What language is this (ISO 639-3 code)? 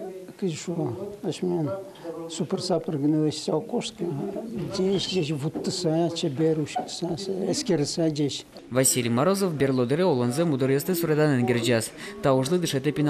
udm